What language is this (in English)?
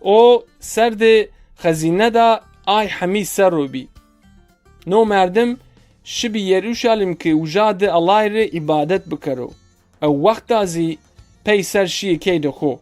Zaza